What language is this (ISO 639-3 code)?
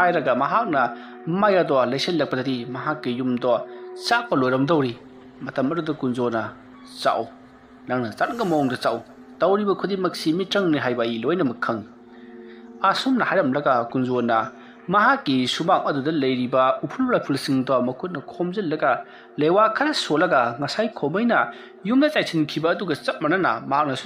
mni